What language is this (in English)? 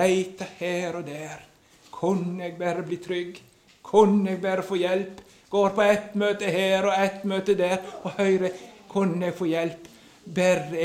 Norwegian